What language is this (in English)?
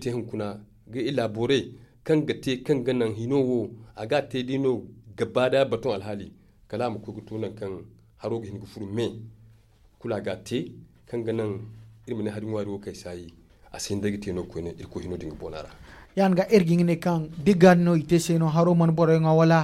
Zarma